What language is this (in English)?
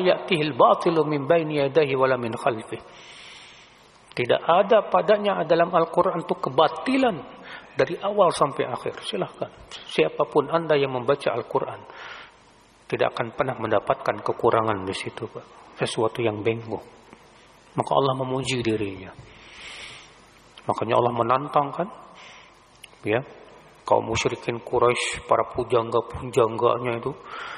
Indonesian